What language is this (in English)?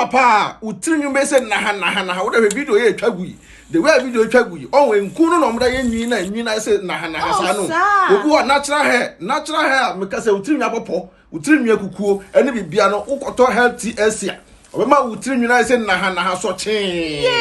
Akan